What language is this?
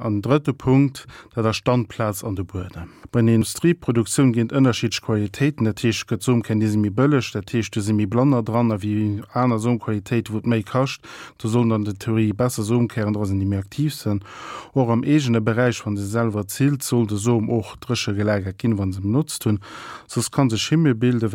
Luxembourgish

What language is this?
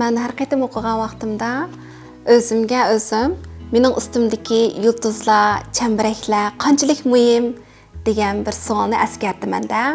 Uyghur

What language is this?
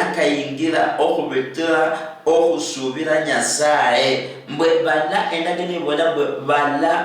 Luyia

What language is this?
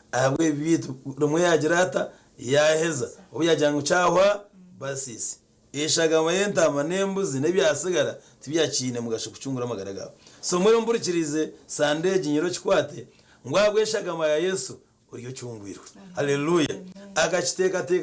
Nyankole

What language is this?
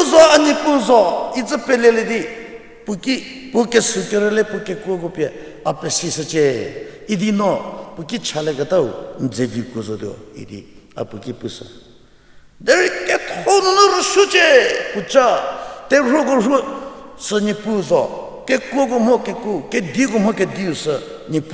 Angami Naga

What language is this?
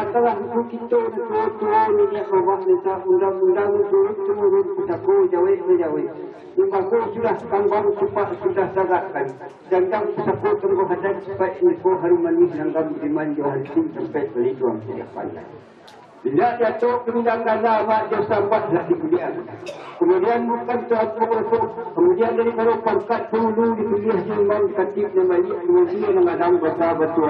Minangkabau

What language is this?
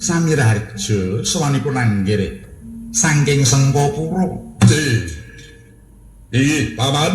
Javanese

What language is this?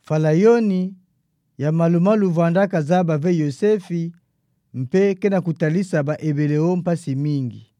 Kituba (Democratic Republic of Congo)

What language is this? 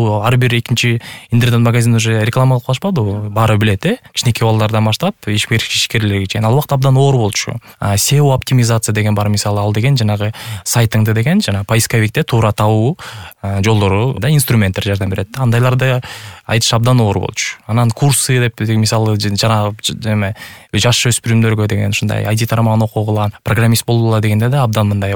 Kyrgyz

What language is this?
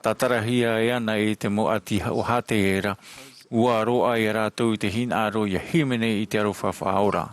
Tahitian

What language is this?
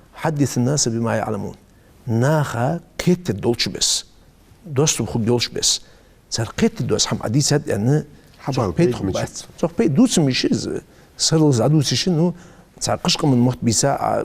Ingush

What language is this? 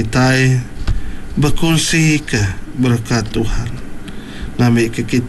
Iban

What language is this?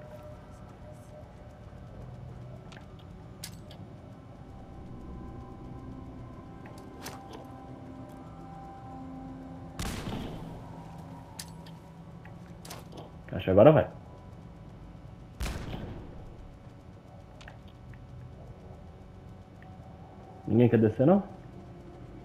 Portuguese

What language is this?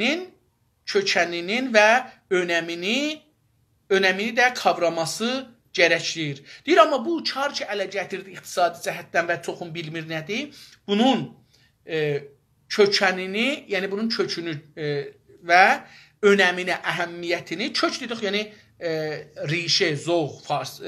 South Azerbaijani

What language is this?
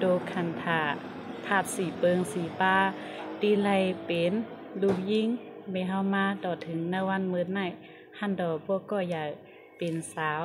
Shan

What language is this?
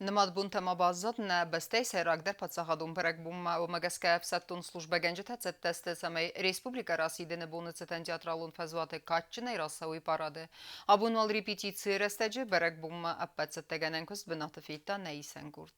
Ossetic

